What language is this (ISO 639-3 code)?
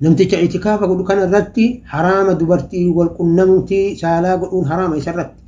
orm